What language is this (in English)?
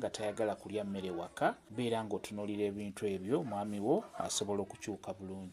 Ganda